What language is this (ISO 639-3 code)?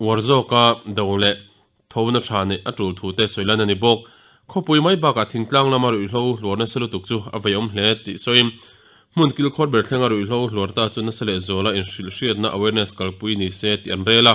lus